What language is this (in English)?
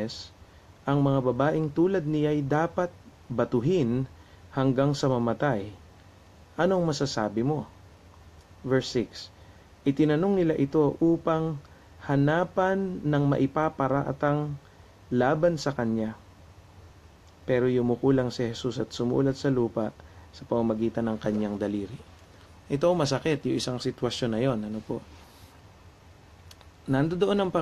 Filipino